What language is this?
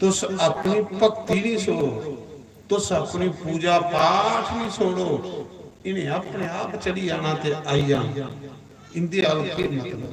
Dogri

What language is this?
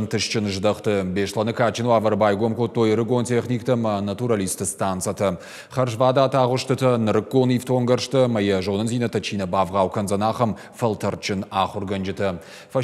Ossetic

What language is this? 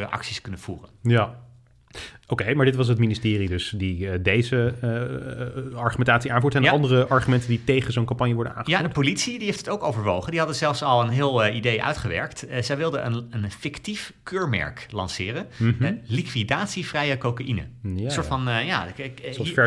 Dutch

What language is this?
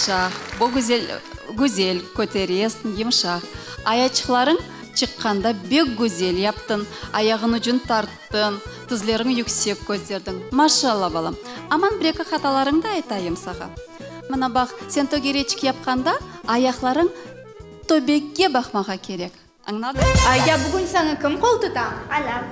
Crimean Tatar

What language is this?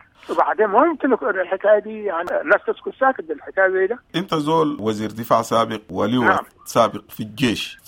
Sudanese Arabic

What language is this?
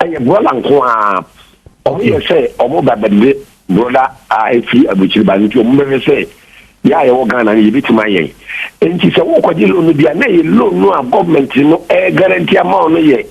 Akan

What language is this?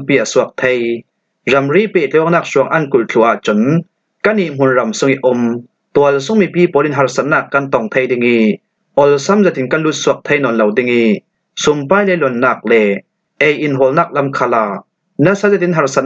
Falam Chin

